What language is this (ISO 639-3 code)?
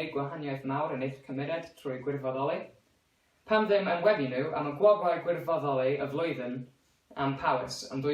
cym